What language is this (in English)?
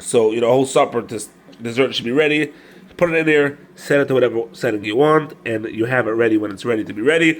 Yiddish